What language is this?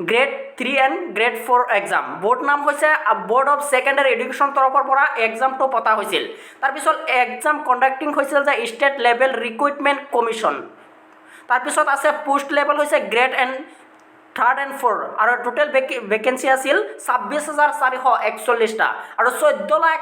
Assamese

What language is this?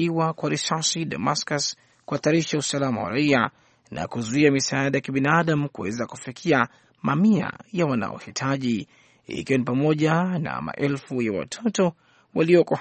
Swahili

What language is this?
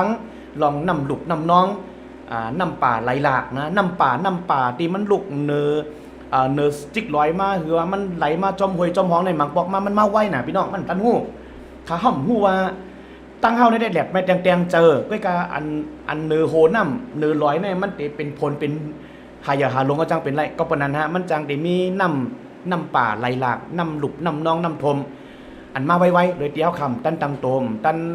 Shan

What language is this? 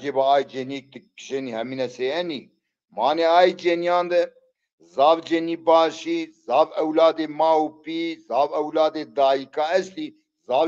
Zaza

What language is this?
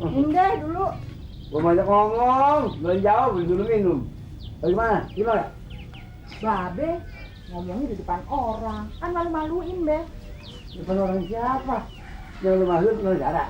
Betawi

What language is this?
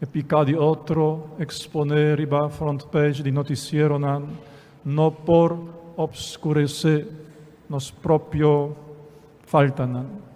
Papiamento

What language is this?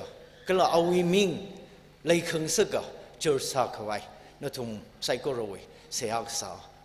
Tangkhul Naga (India)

